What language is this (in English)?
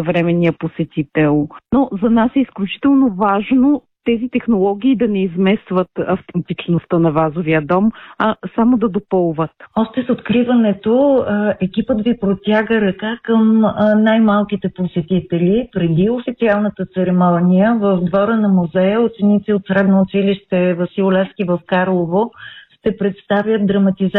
Bulgarian